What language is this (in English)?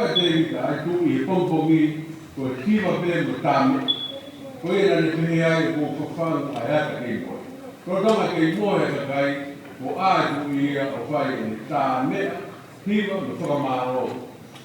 Tongan